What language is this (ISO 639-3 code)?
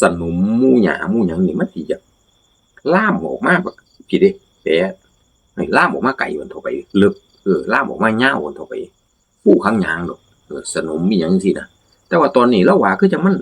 tts